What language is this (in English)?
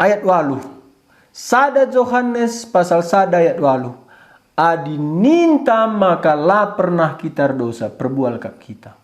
Batak Karo